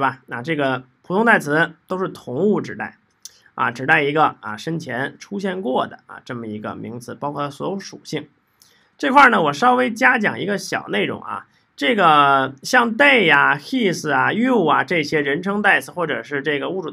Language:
Chinese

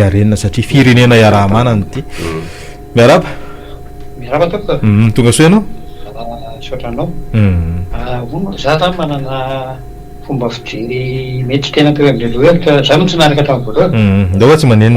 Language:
Malagasy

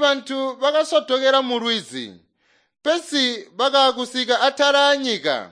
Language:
Tonga (Zambia)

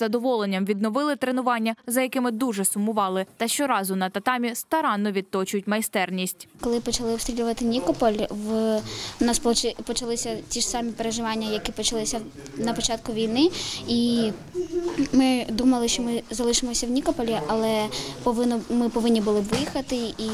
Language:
Ukrainian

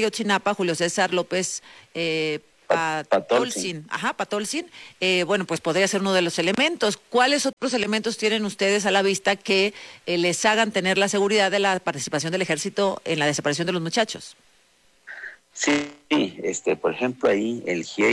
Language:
Spanish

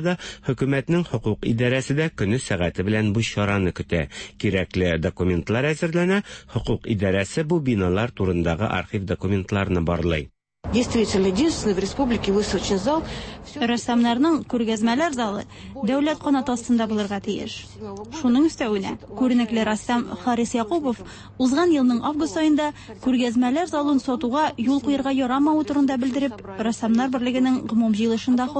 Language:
Tatar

